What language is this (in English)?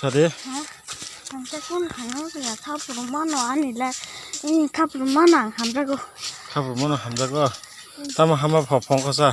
Kok Borok